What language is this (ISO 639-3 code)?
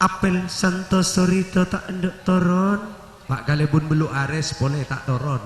mad